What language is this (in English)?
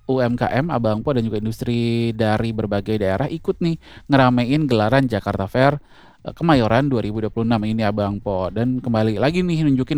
Indonesian